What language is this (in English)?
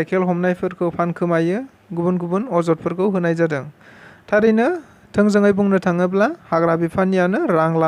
Bodo